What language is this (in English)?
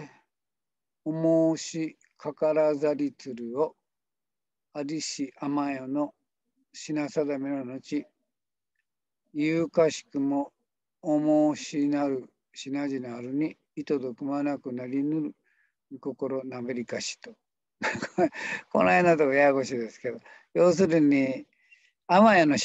Japanese